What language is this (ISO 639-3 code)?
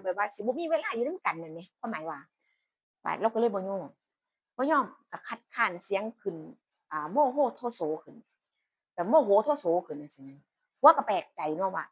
tts